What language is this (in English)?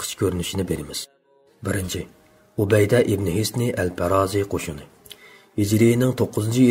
Uyghur